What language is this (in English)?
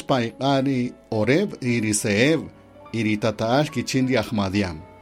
Kaqchikel